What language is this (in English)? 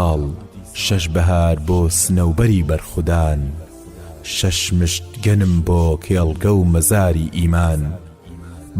Central Kurdish